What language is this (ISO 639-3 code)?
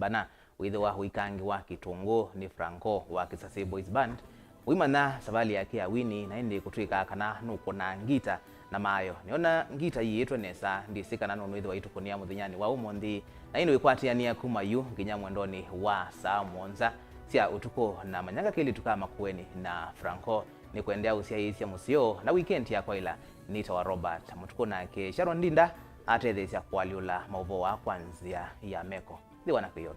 kam